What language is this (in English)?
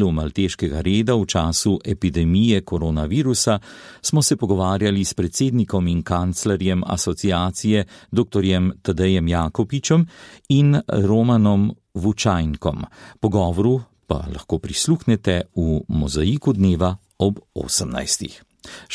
Slovenian